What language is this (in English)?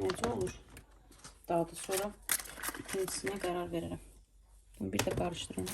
Azerbaijani